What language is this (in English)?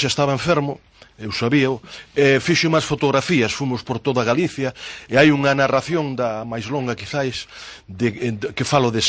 Galician